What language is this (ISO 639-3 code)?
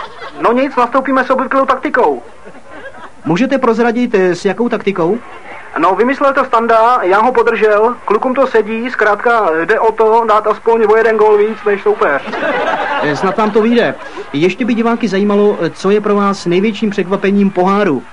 ces